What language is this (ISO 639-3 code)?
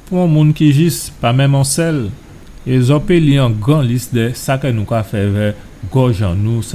gcf